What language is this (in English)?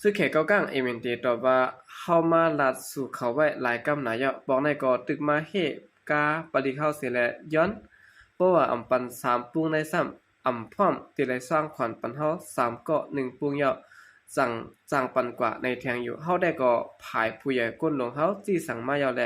Shan